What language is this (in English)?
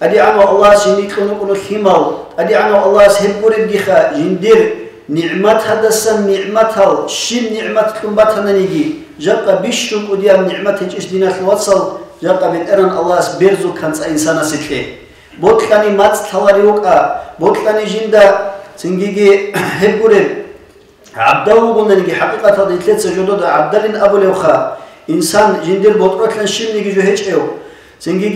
Avaric